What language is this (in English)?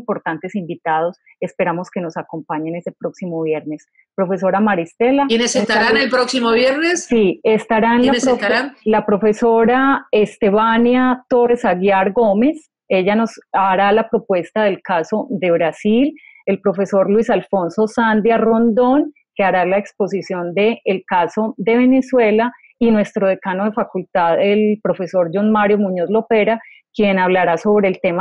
Spanish